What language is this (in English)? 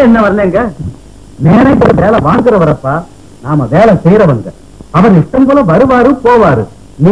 Tamil